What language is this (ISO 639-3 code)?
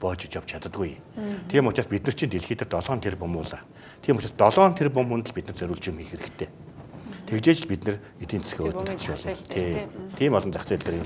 mon